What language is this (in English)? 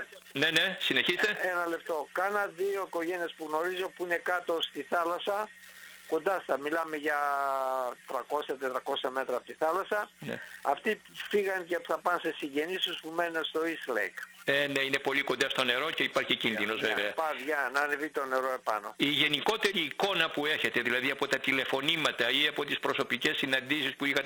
Greek